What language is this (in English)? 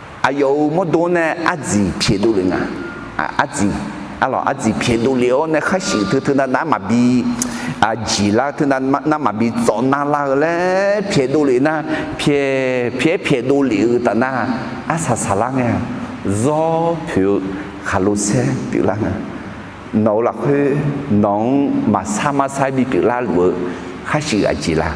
Akha